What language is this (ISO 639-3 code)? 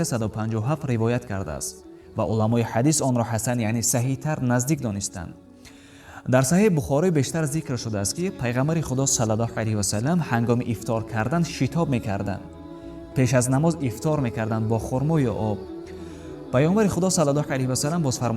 tgk